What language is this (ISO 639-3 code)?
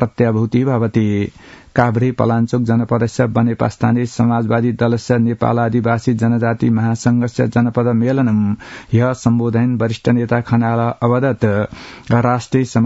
san